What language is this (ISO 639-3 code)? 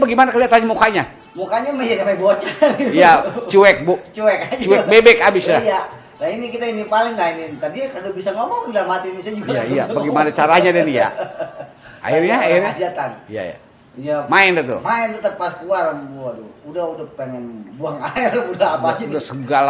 bew